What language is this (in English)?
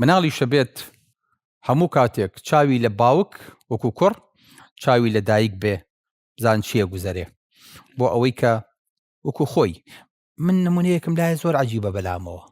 Central Kurdish